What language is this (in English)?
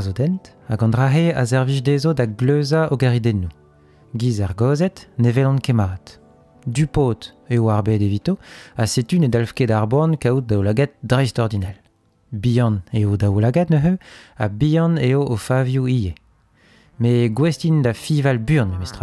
Breton